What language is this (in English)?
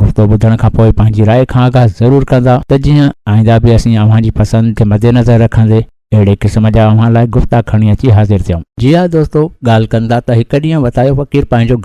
Sindhi